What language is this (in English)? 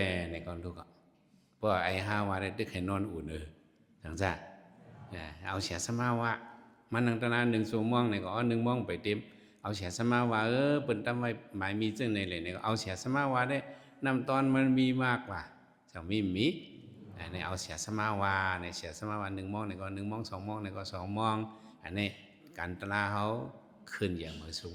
Shan